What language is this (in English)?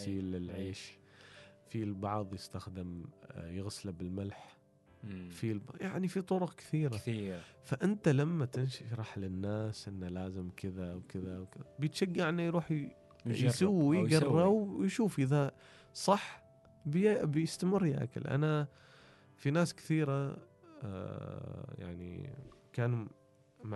Gulf Arabic